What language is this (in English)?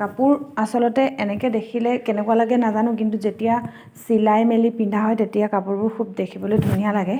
Assamese